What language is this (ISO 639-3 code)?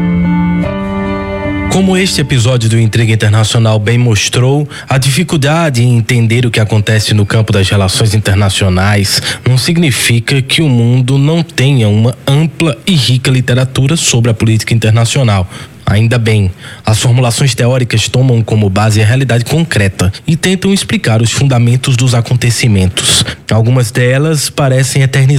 por